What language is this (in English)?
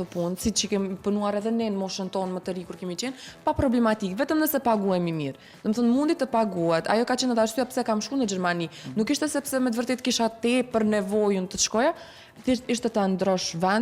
Albanian